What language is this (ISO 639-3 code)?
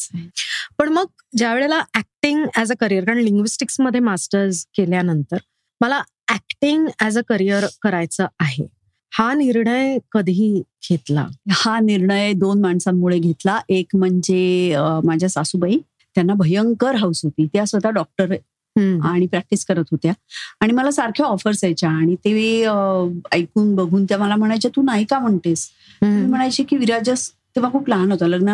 mar